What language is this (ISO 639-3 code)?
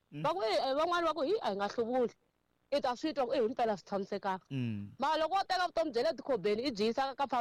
tso